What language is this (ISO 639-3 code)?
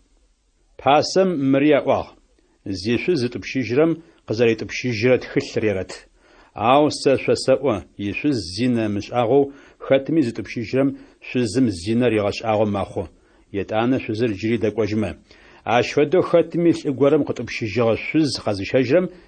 ady